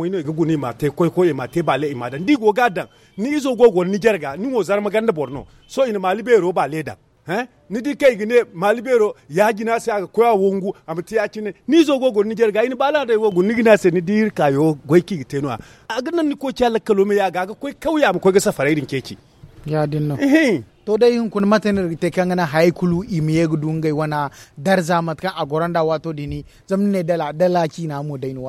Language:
Zarma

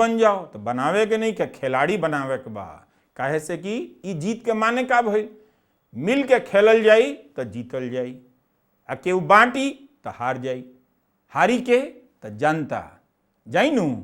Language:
Bhojpuri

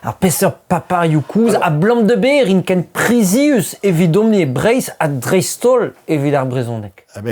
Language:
Breton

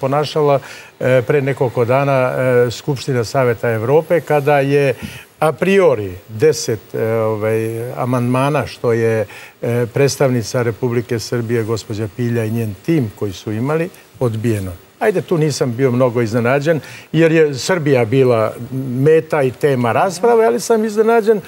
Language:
Serbian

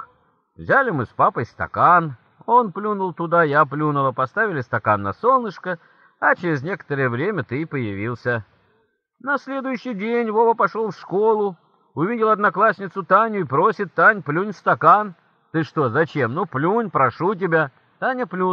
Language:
Russian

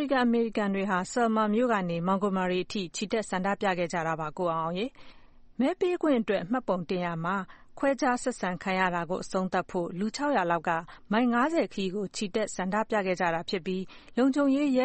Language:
Burmese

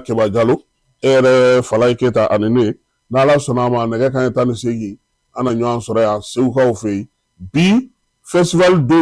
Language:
Bambara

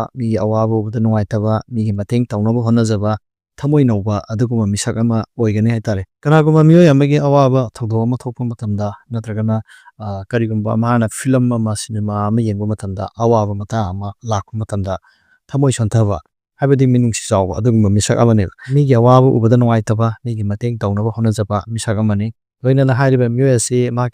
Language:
Manipuri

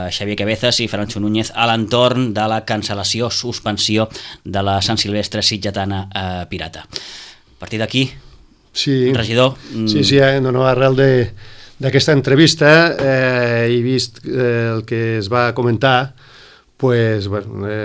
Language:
Catalan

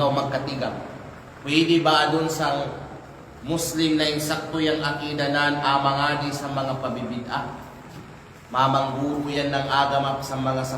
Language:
Kalagan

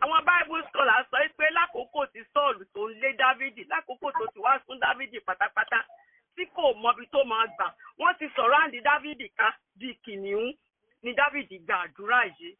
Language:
Yoruba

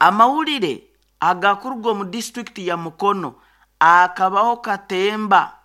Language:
Nyoro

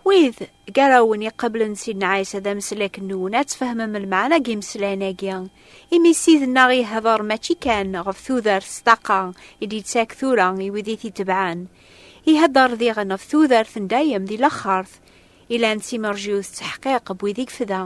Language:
Kabyle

